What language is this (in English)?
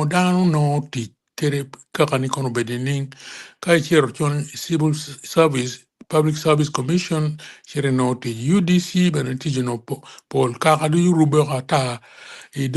Acoli